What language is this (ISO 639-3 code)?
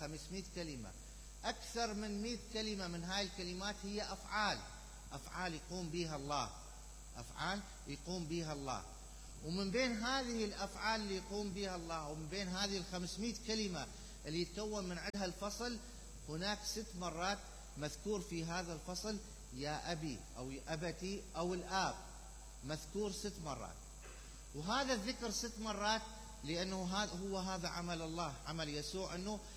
acm